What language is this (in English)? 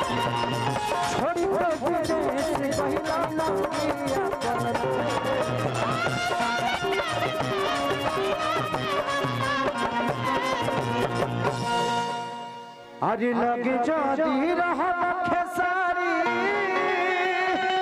Bhojpuri